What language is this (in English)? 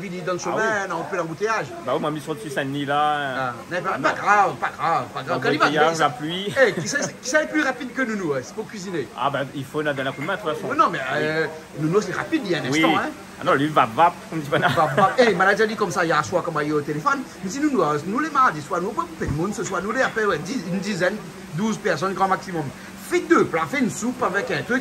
Réunion Creole French